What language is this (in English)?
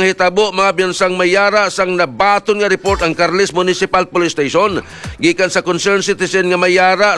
Hiligaynon